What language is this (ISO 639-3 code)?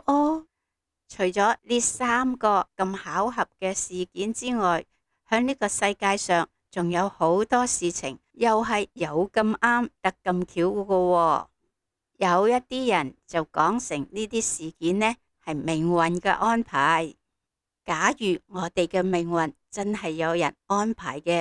yue